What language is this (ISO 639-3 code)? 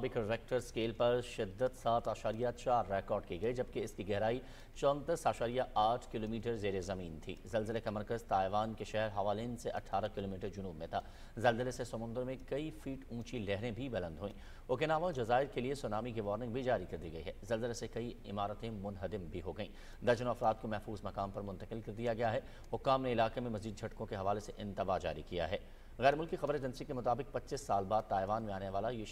urd